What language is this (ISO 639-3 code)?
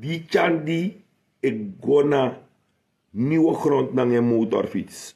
srn